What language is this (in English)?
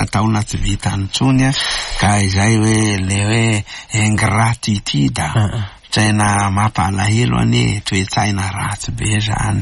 Malagasy